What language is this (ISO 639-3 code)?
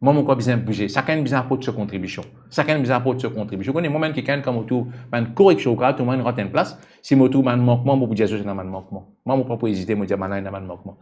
mfe